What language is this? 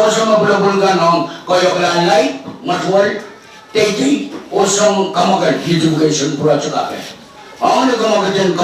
Pohnpeian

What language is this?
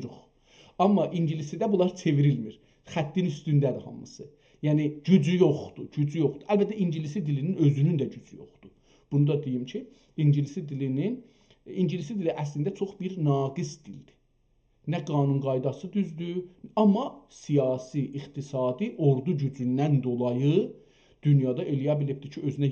South Azerbaijani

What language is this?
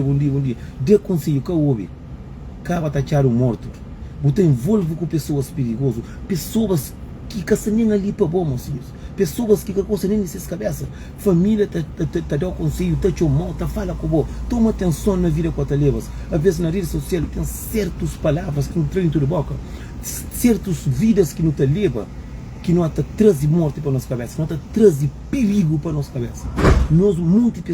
Kabuverdianu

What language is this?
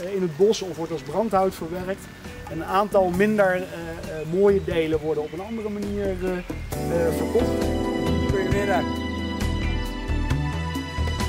Dutch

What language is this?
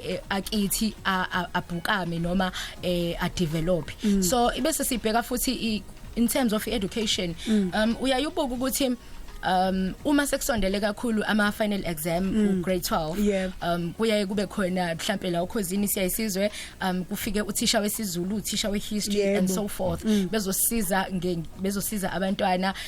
Zulu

